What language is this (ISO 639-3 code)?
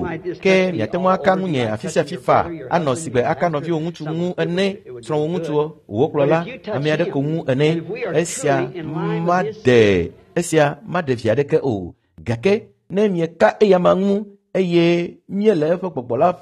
ewe